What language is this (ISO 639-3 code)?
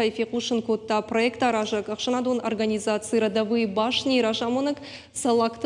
oss